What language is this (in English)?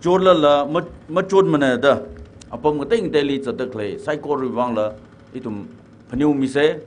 Tangkhul Naga (India)